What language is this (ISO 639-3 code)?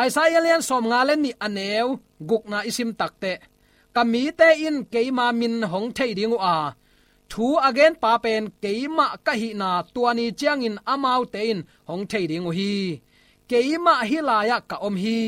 ctd